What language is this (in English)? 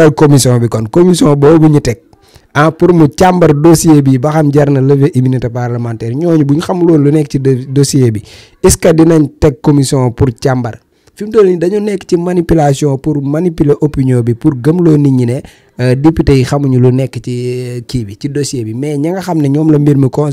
Wolof